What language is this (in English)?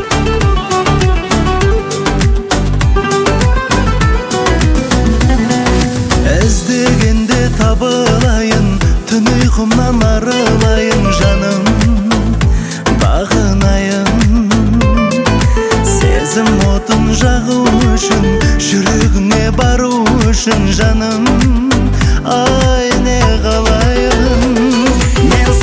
Kazakh